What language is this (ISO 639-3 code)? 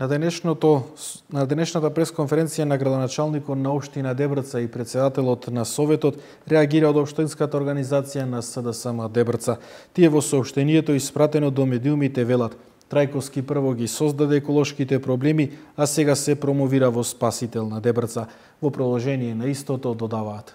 mkd